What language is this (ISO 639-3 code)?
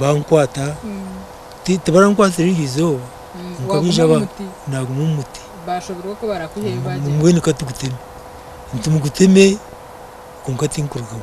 nyn